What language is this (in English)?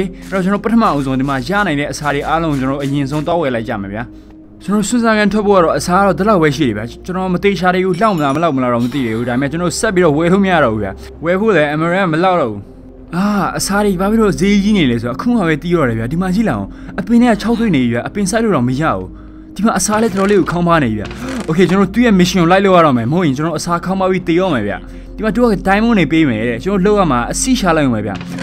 Burmese